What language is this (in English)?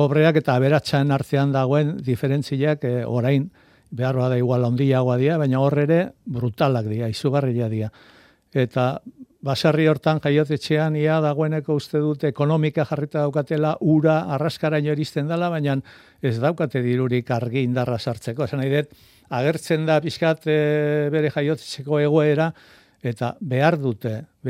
Basque